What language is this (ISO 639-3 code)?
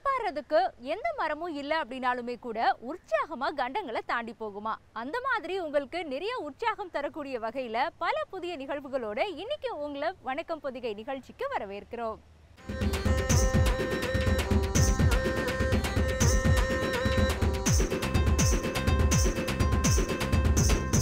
tam